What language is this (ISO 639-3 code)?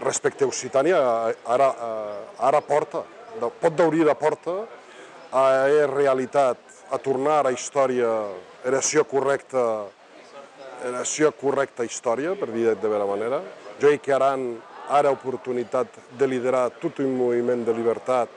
oci